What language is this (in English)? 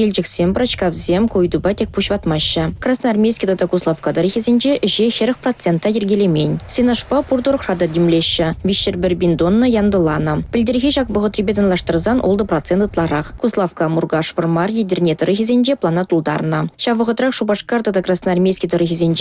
Chuvash